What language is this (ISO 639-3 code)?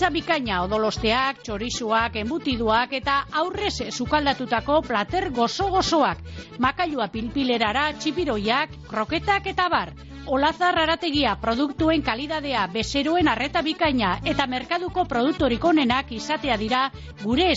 eus